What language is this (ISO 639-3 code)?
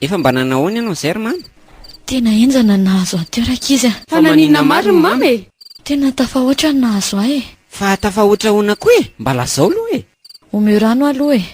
mlg